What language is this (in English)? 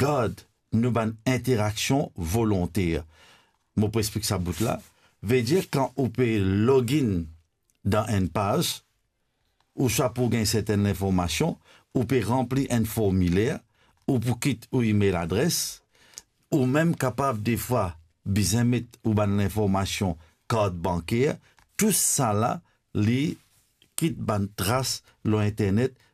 Morisyen